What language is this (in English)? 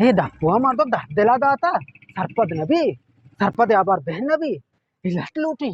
Eastern Balochi